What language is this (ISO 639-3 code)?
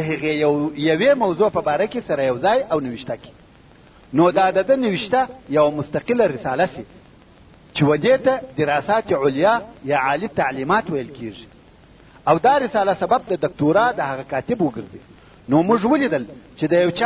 pus